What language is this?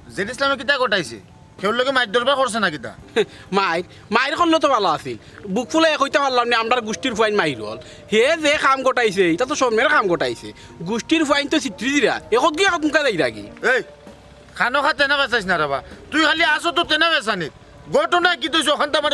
Sylheti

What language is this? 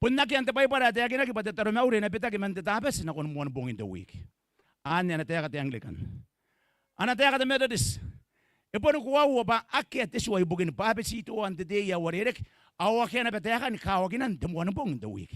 Gilbertese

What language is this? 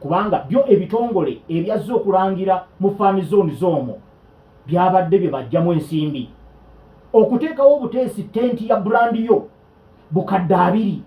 Ganda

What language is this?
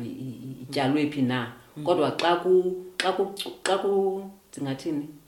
Xhosa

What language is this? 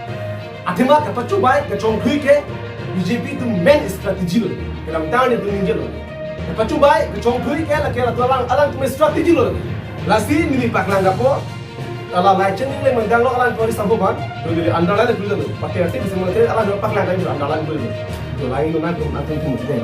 Karbi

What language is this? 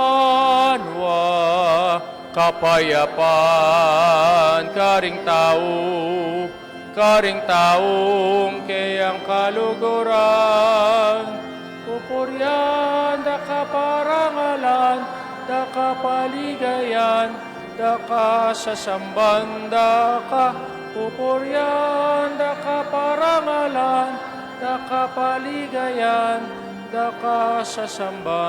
Pampanga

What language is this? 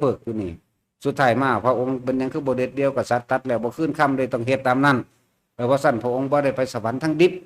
Northeastern Thai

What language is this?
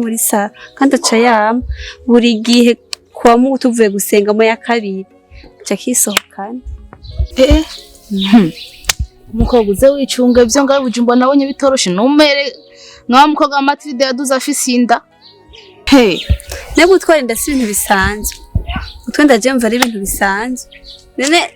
Rundi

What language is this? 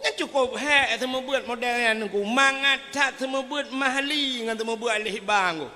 Achinese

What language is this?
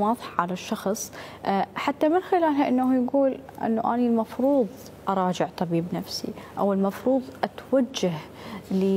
Mesopotamian Arabic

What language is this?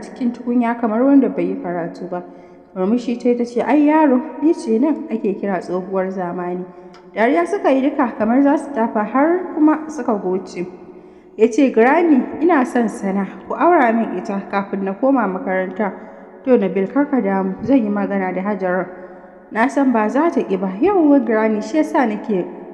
Hausa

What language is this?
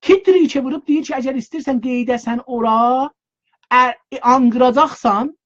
South Azerbaijani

